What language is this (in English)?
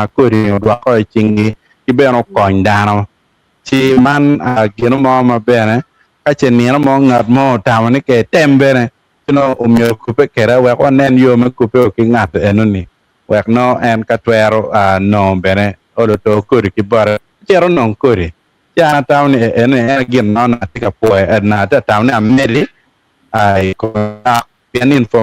Acoli